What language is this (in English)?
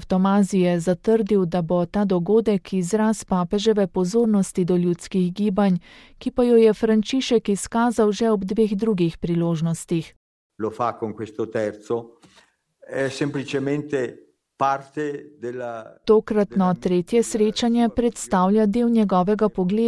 Slovenian